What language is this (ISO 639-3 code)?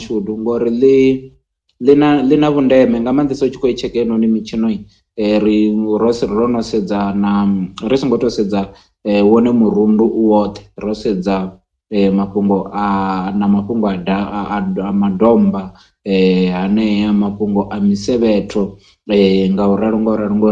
ven